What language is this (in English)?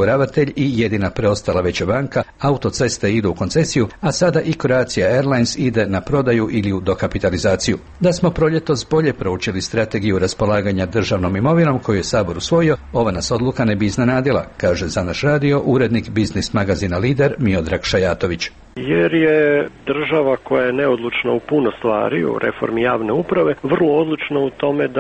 Croatian